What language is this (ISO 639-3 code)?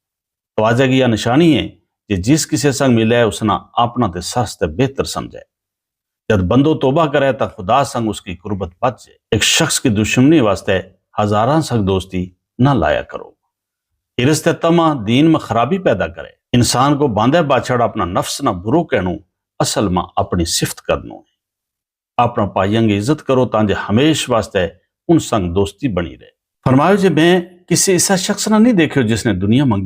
gju